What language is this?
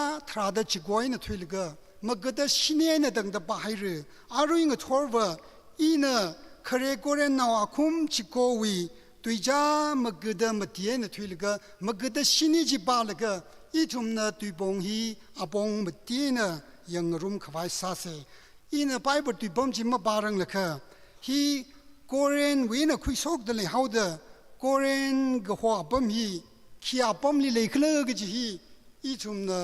Tangkhul Naga (India)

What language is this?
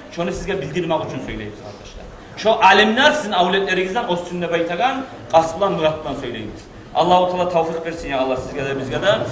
Kumyk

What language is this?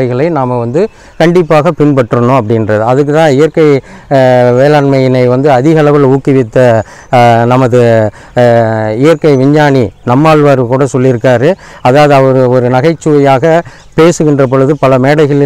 Tamil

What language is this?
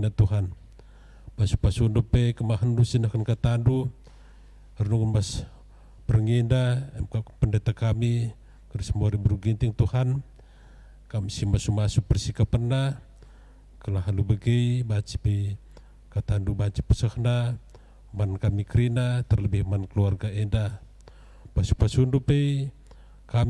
Batak Karo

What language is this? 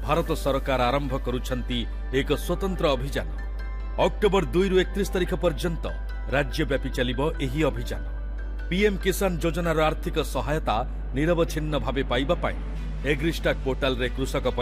Odia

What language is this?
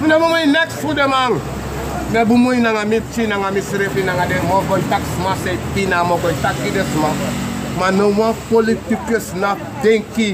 Sranan Tongo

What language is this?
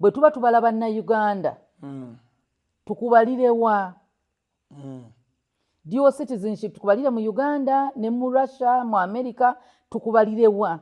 Ganda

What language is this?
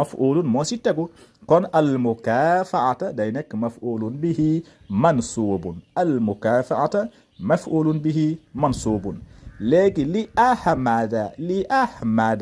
Wolof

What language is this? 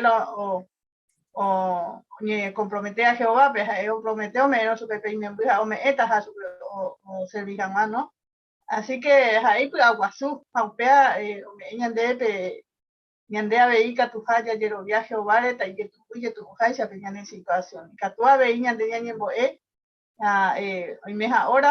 Guarani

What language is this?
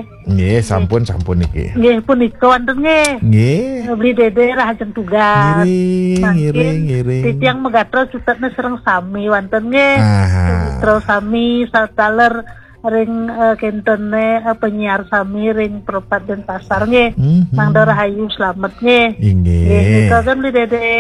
Balinese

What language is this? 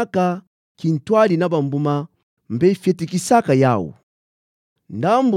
Kituba (Democratic Republic of Congo)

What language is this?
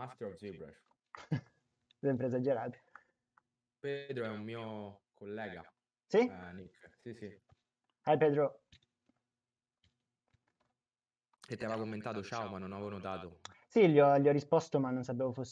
Italian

